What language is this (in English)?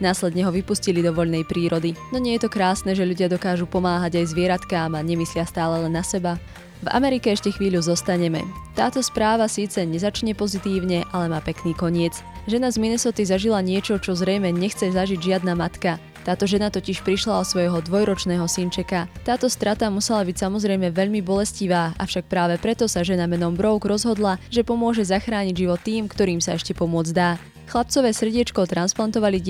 Slovak